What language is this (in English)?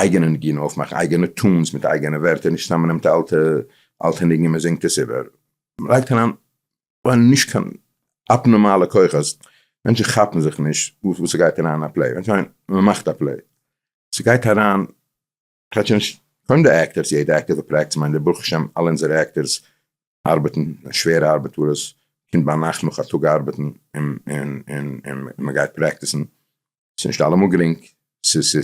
Yiddish